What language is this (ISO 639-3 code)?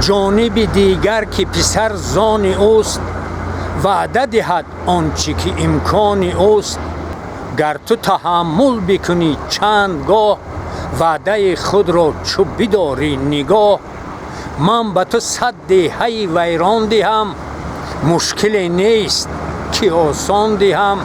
tgk